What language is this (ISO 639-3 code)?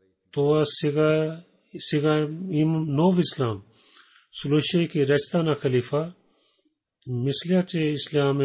bul